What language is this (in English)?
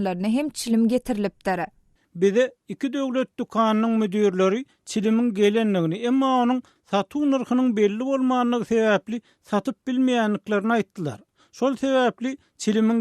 Turkmen